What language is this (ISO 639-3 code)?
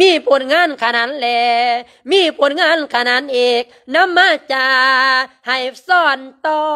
lao